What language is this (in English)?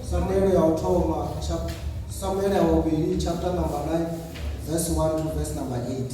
Venda